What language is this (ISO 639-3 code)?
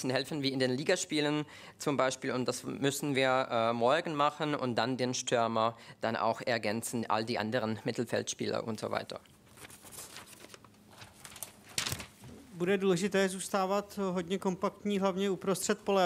ces